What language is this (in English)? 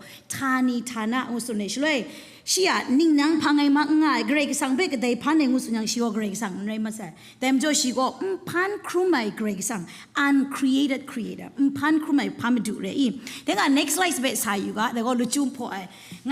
Kachin